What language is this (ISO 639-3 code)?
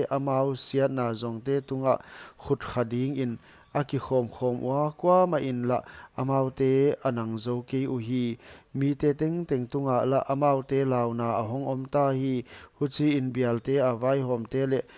pck